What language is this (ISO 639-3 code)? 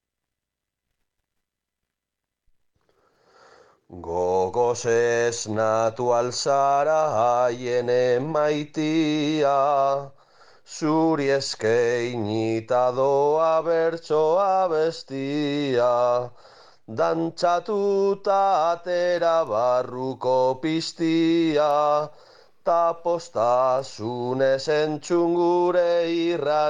eus